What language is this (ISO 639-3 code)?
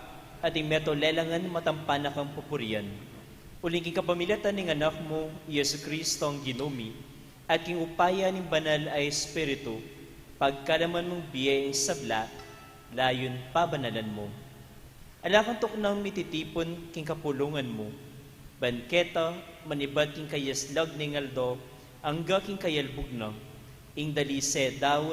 pam